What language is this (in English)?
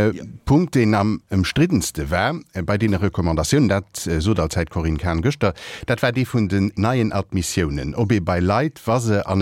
Luxembourgish